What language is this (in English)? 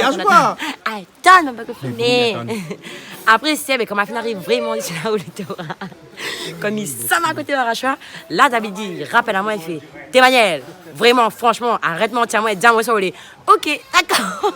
Réunion Creole French